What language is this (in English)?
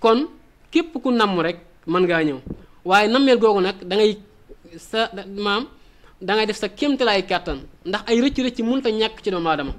Wolof